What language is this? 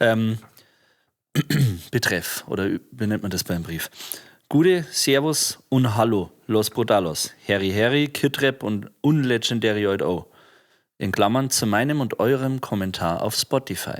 Bavarian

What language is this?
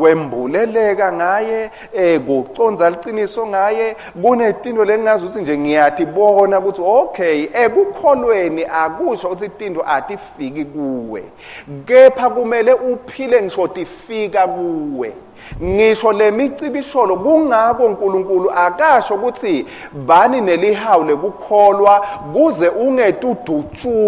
Swati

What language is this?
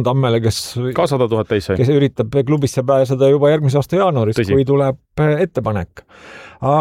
Estonian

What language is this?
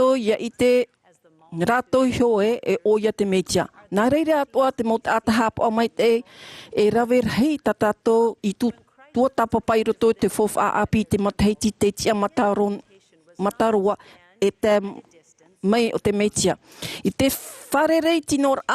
Tahitian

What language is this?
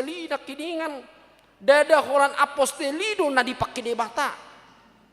Batak Toba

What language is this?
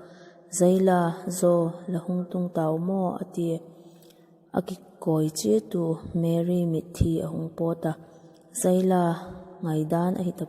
Vaiphei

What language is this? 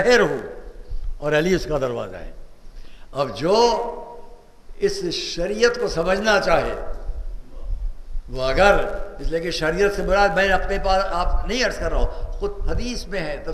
Urdu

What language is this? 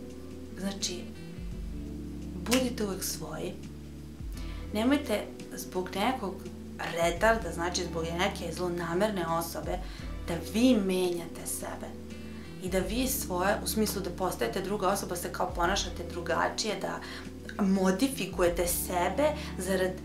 Serbian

